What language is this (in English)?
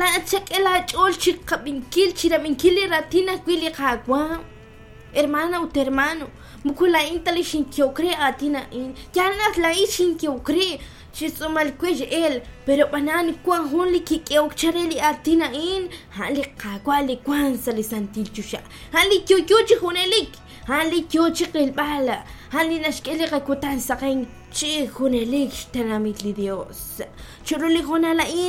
Kekchí